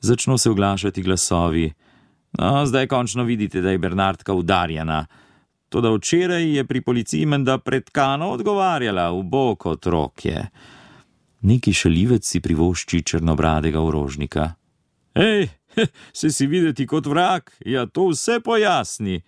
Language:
Slovenian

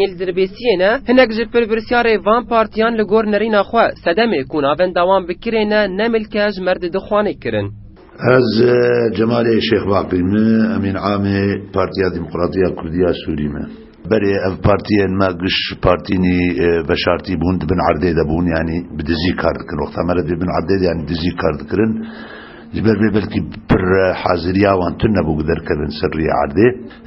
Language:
Kurdish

